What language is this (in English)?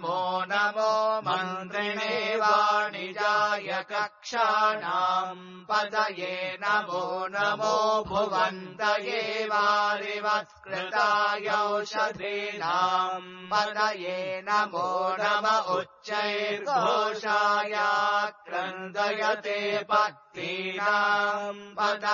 Sanskrit